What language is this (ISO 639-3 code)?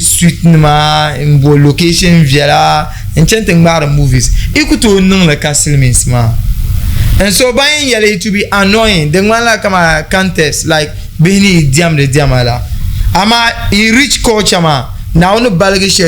dag